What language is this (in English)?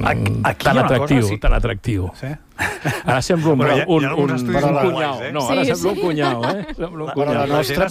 Catalan